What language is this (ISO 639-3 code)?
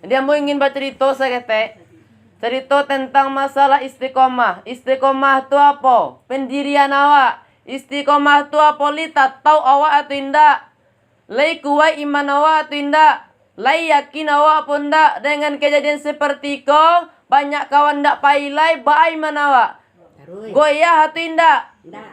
min